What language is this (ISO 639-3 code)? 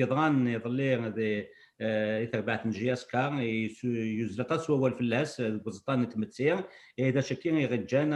kab